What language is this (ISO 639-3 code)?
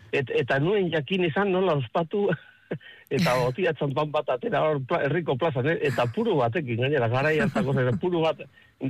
eus